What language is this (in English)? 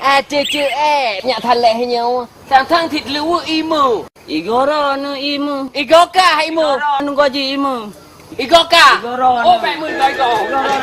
Achinese